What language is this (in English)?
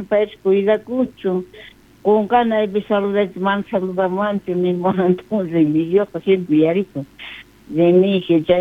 South Bolivian Quechua